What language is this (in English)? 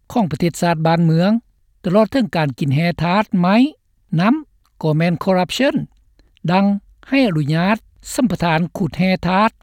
Lao